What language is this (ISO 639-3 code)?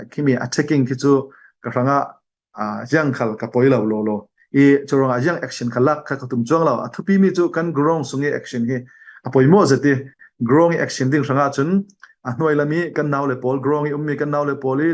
cfm